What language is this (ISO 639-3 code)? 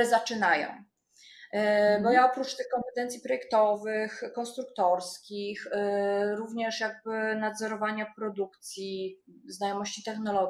pol